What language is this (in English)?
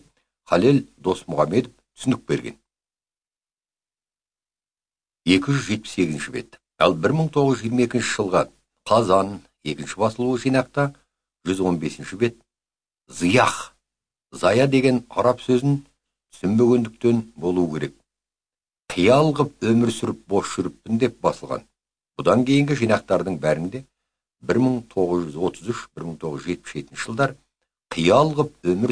Kazakh